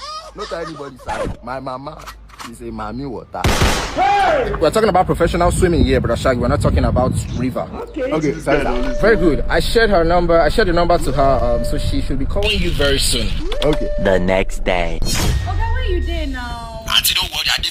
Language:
Nigerian Pidgin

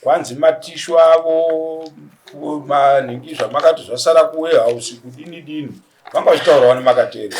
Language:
Shona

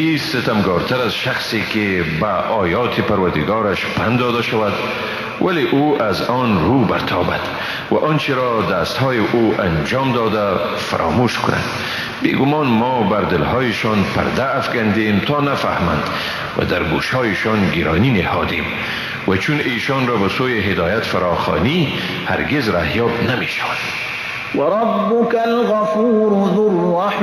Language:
Persian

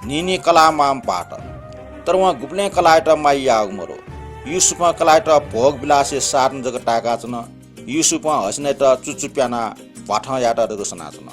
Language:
Newari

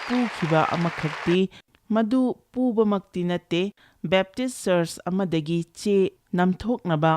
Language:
Manipuri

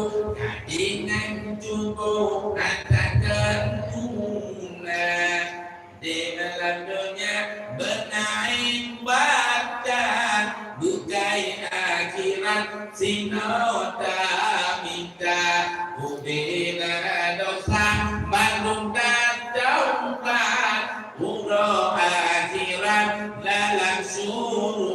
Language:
Achinese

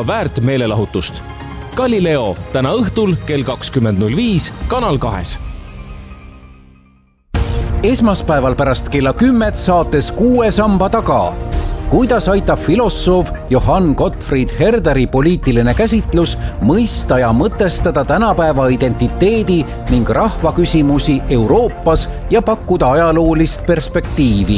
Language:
Estonian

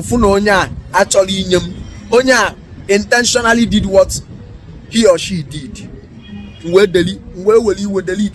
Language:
Igbo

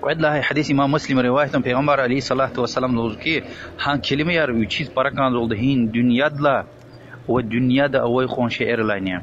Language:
Lezghian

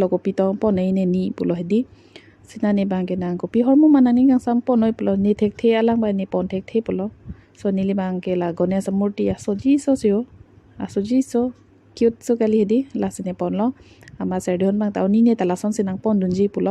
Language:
Karbi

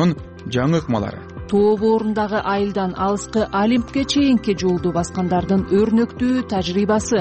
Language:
Kyrgyz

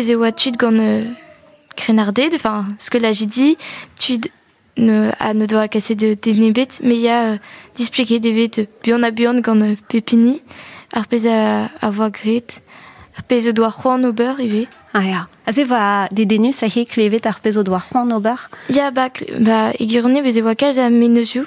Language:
Breton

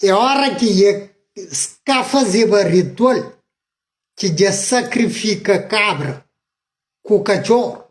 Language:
Kabuverdianu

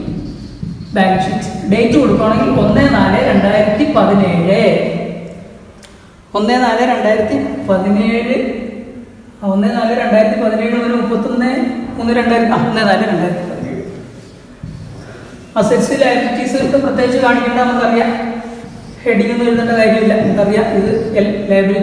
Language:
Malayalam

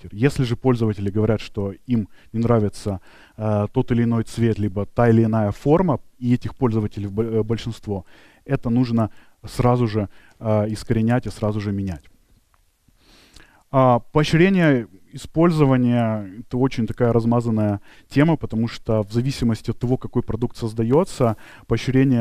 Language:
Russian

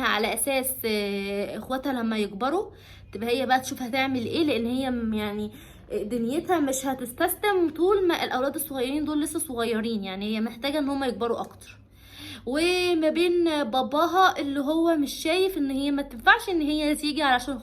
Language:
Egyptian Arabic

